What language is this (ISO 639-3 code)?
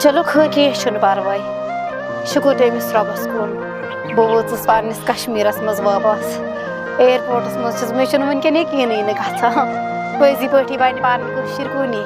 kas